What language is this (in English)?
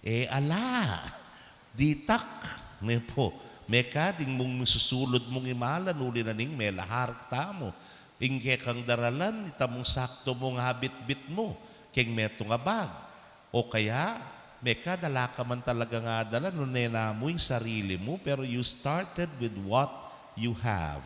Pampanga